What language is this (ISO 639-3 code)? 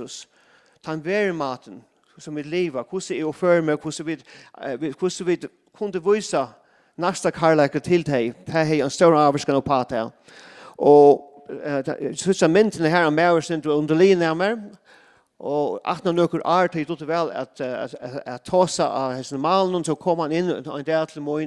fao